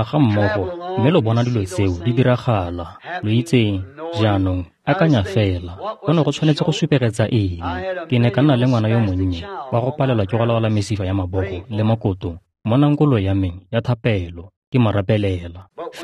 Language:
Tswana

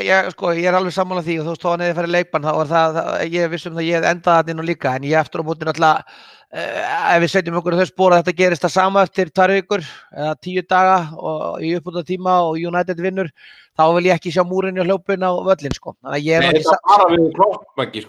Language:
Icelandic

